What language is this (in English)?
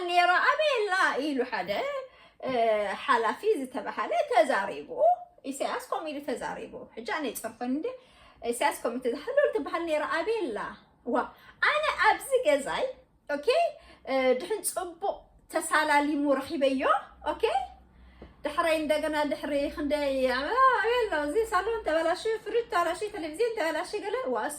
Tigrinya